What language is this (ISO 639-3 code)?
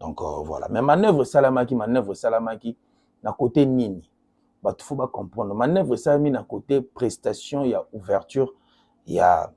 lin